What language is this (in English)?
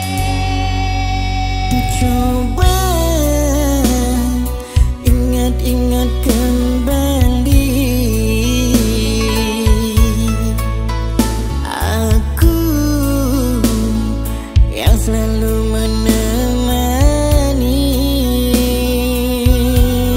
Indonesian